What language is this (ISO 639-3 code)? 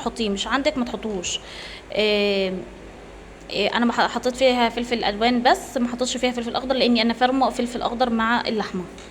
arz